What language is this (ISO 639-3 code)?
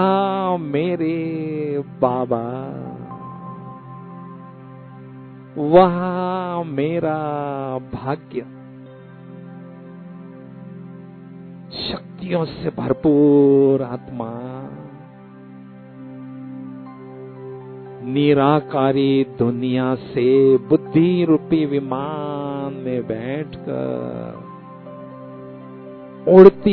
hin